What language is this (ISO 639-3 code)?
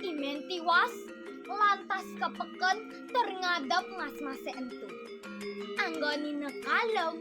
ban